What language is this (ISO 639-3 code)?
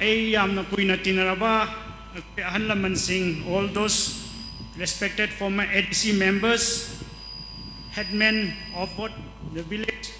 nmf